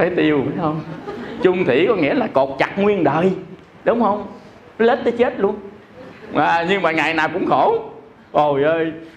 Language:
Vietnamese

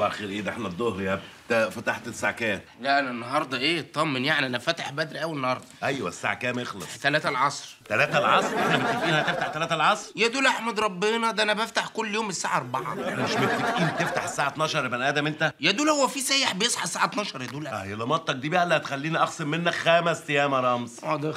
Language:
Egyptian Arabic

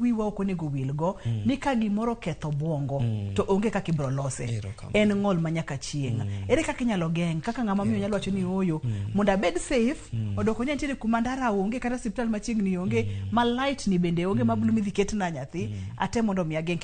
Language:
Luo (Kenya and Tanzania)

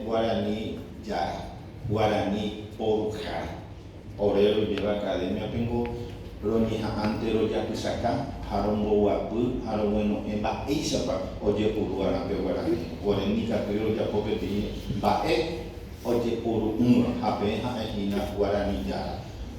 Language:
Guarani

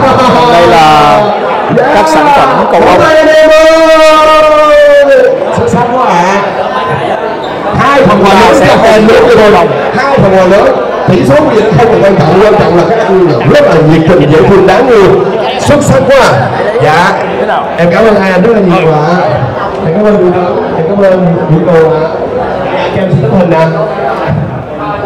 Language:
Vietnamese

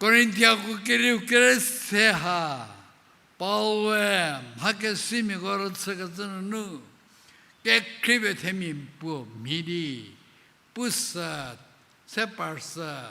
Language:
Angami Naga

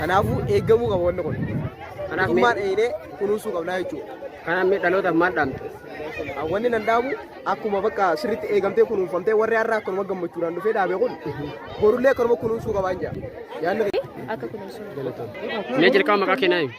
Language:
Oromo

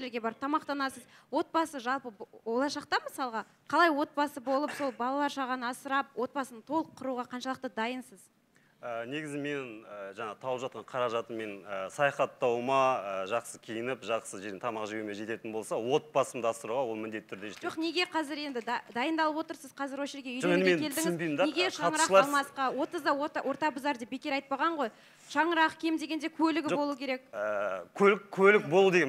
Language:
Kazakh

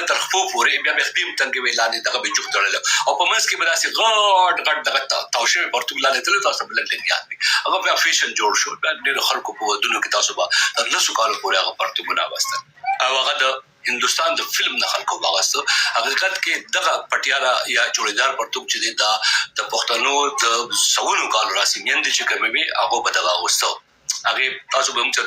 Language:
Pashto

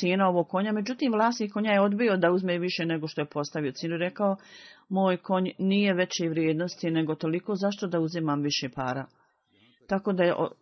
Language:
Bosnian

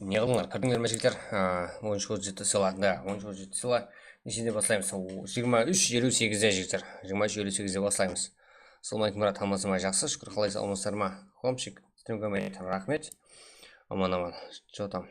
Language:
Kara-Kalpak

